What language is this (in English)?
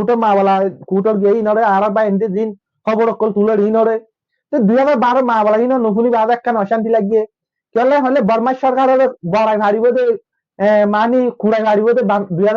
Rohingya